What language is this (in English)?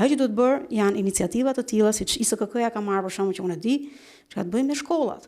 Albanian